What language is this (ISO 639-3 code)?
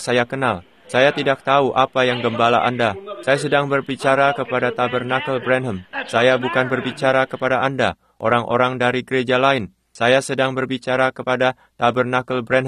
ind